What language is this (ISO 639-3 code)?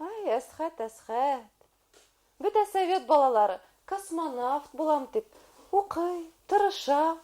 bak